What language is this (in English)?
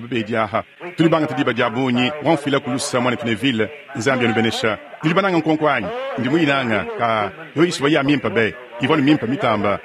Luba-Lulua